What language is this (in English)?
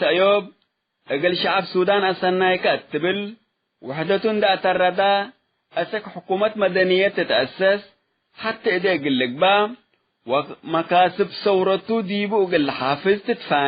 Tigre